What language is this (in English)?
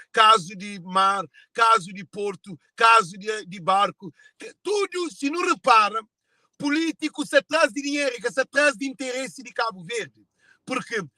Kabuverdianu